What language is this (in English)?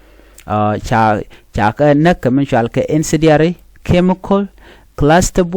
Nuer